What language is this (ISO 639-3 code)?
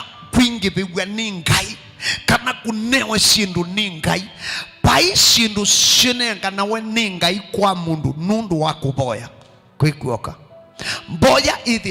kam